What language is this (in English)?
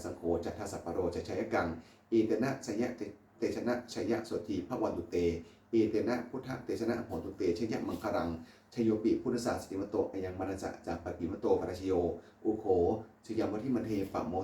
Pali